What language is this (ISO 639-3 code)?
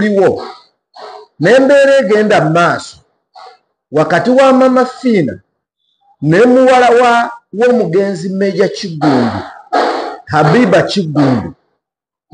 lug